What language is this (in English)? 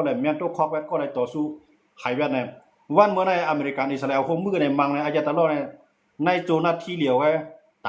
Shan